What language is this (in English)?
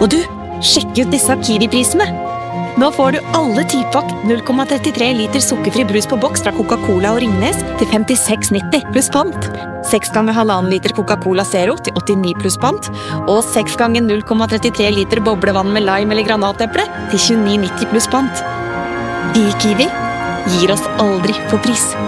Norwegian